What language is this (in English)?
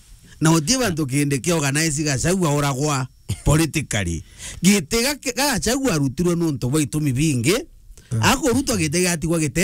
Meru